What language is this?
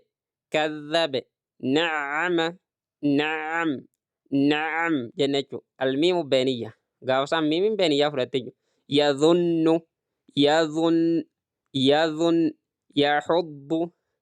Oromo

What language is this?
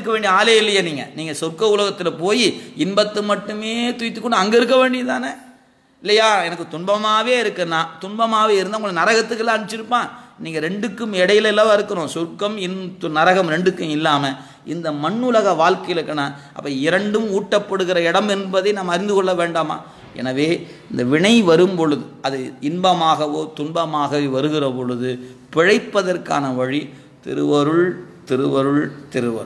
Tamil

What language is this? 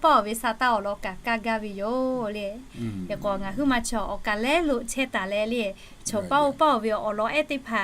Lahu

